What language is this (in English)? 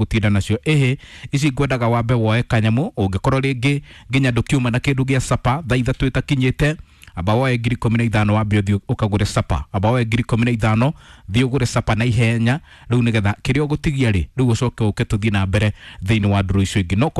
Kikuyu